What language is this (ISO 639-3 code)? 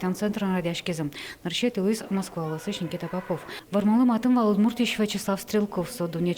udm